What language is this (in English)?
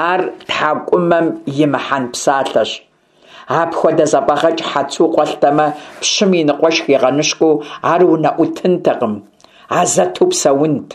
Kabardian